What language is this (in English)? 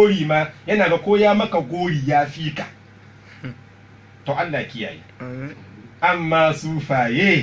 Hausa